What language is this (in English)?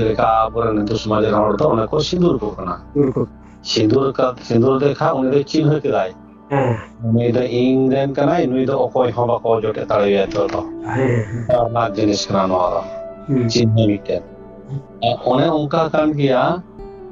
Santali